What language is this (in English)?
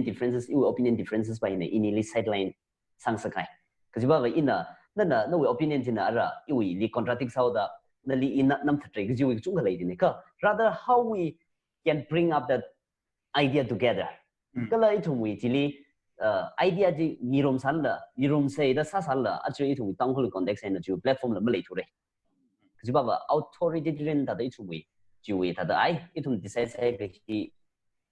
Tangkhul Naga (India)